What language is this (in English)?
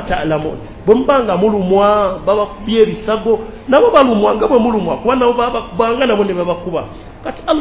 Ganda